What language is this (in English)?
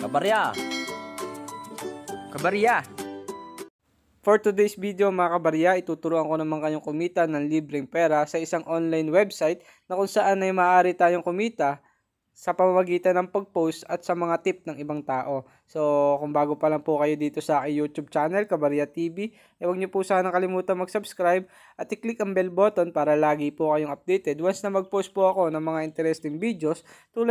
Filipino